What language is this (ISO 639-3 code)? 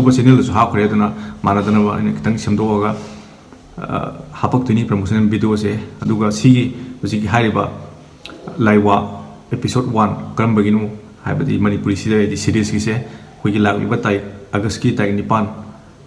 mni